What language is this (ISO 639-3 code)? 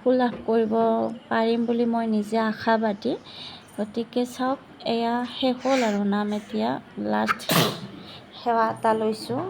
asm